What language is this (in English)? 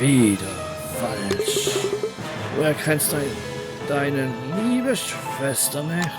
Swiss German